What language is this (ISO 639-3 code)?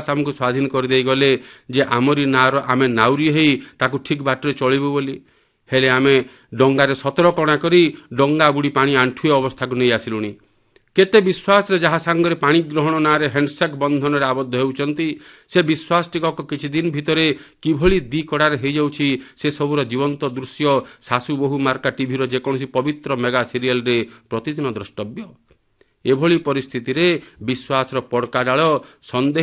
ori